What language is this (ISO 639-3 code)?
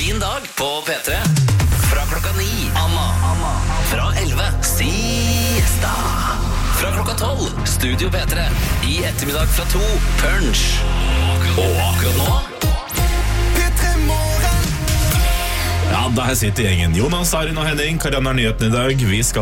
nor